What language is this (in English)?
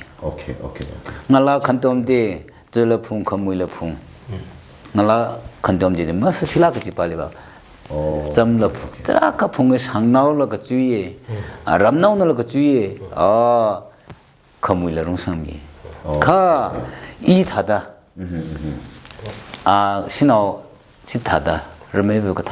Tangkhul Naga (India)